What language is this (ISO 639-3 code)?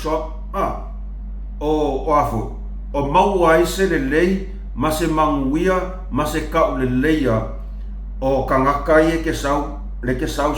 smo